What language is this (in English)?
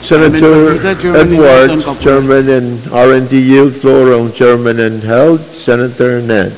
Pohnpeian